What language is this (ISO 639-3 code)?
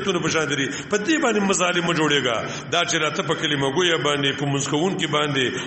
pus